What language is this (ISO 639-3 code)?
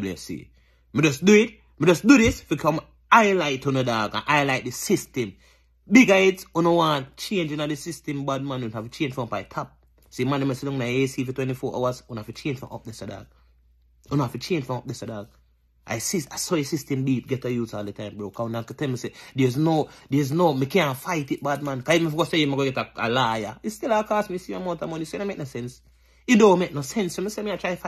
jam